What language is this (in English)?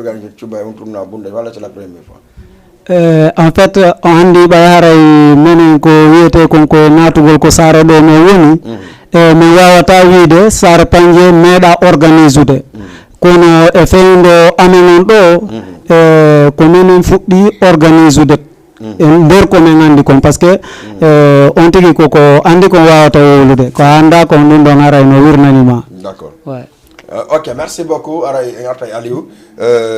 Fula